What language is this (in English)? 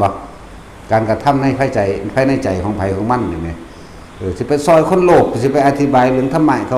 Northeastern Thai